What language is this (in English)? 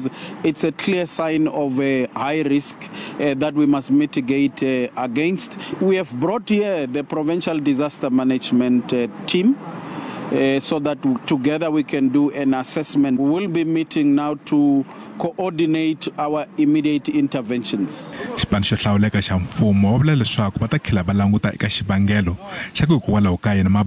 Tsonga